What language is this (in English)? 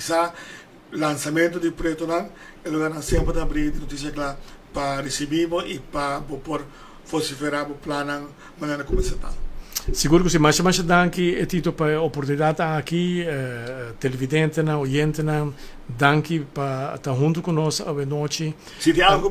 Papiamento